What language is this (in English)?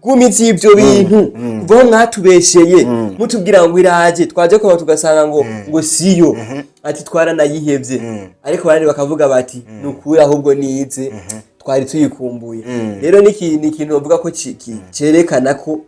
Rundi